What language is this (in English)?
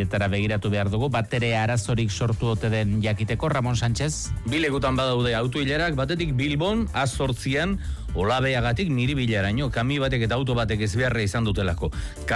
Basque